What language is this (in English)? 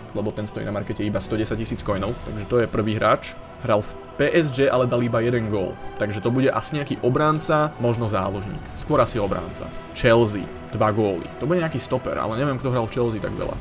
Slovak